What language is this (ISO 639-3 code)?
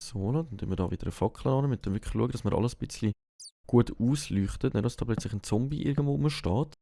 gsw